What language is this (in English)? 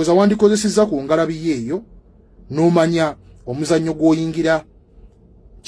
Ganda